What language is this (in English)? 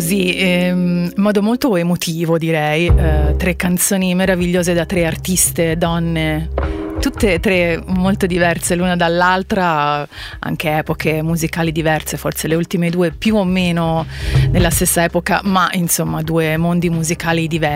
Italian